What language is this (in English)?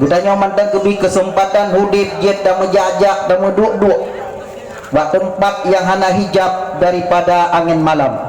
Achinese